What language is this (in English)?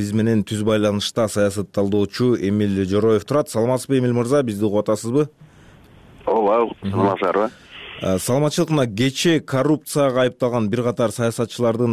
Kyrgyz